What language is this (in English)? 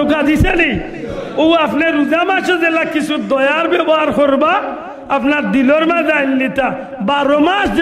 Sylheti